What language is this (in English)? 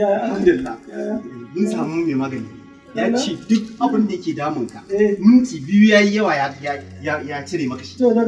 Hausa